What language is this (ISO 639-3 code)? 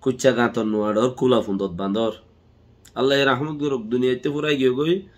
rhg